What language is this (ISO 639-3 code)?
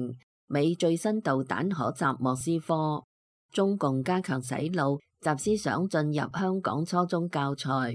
yue